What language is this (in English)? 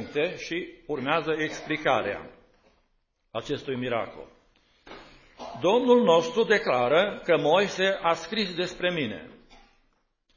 Romanian